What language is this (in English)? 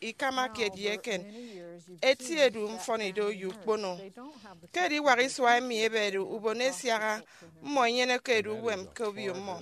Efik